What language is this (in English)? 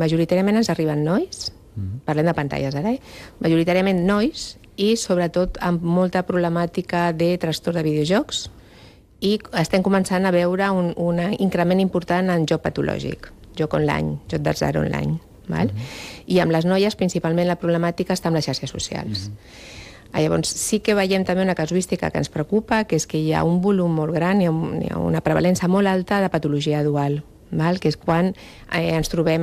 Catalan